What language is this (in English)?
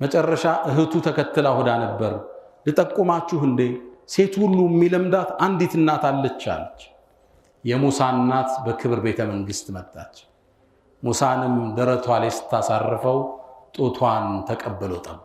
Amharic